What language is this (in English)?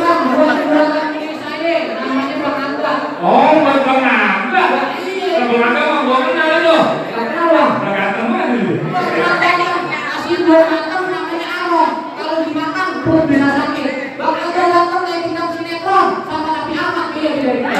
Betawi